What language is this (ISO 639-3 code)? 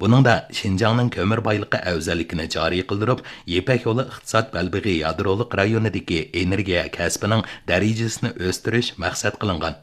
uig